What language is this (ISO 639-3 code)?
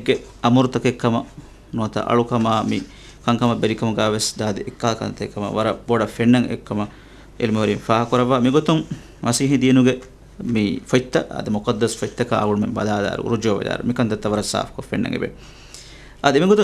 div